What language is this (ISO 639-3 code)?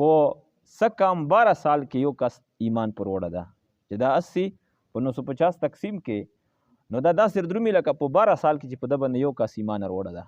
pus